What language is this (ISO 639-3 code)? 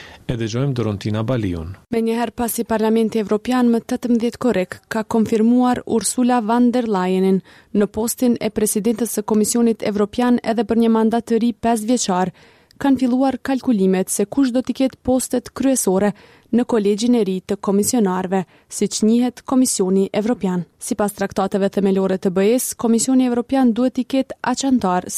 sqi